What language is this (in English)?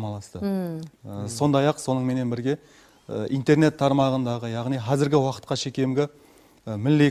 Kara-Kalpak